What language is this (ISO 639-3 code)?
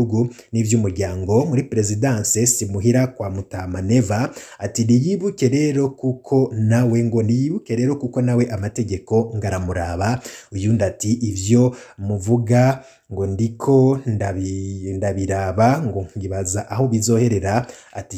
run